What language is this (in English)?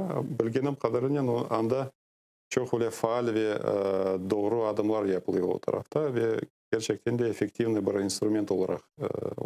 Crimean Tatar